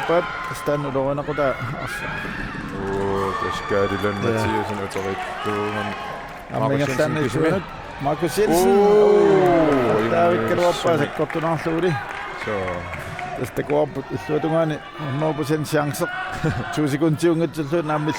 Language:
Kalaallisut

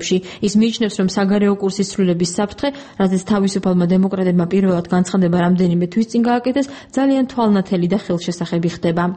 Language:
Georgian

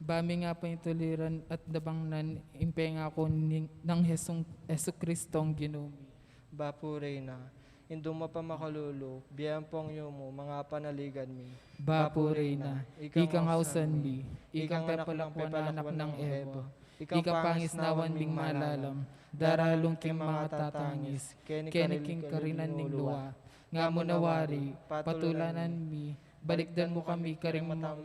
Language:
Pampanga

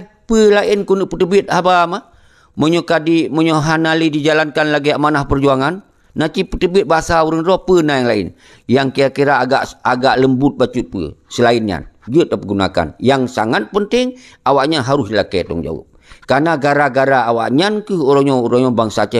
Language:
Achinese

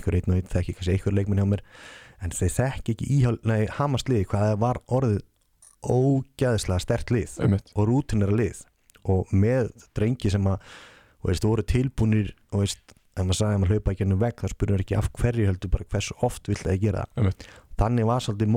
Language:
Icelandic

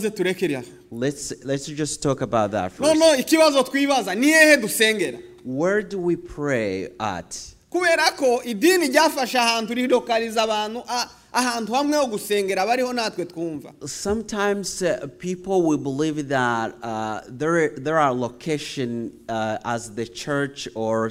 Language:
Kinyarwanda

